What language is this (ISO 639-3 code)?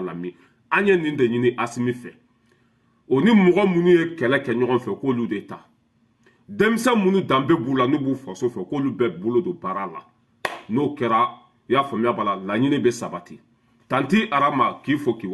bam